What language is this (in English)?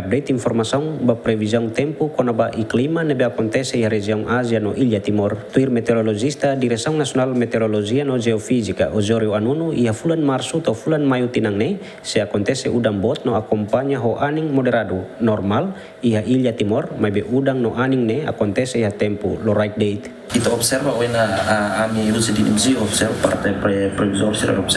Tetum